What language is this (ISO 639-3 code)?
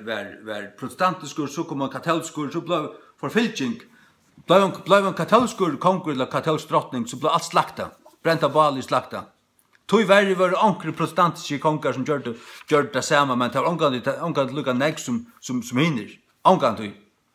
fao